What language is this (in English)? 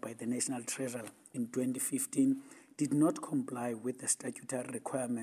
English